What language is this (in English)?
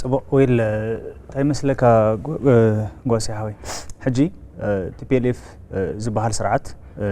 Tigrinya